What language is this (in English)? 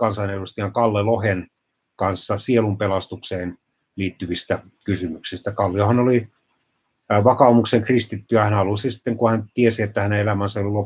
Finnish